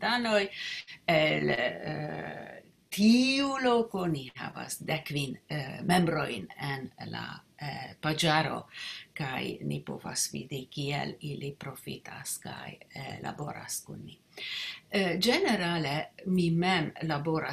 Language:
Esperanto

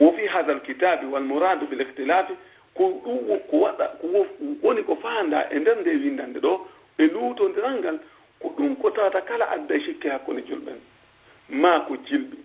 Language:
Fula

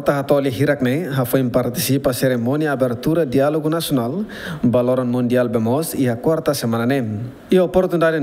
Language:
Tetum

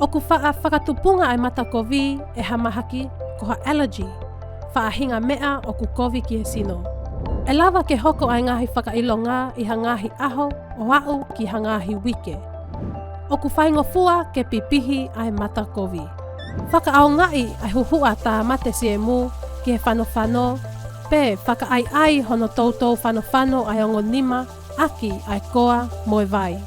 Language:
Tongan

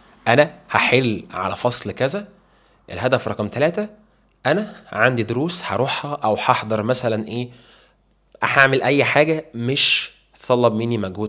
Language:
Egyptian Arabic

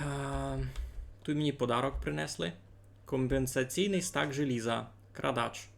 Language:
Rusyn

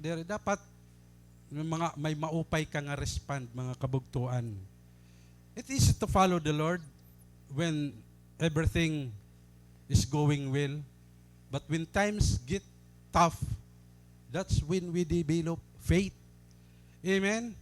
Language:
Waray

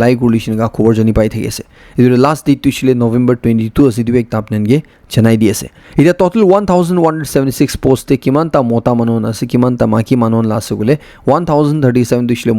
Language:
Naga Pidgin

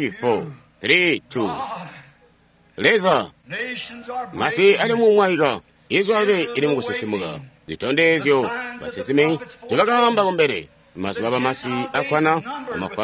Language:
Tonga (Zambia)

